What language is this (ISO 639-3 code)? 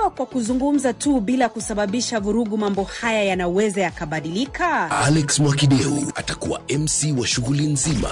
swa